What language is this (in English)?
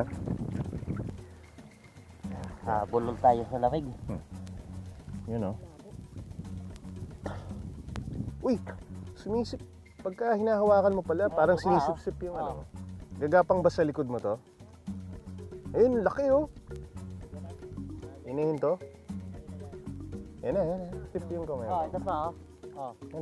Filipino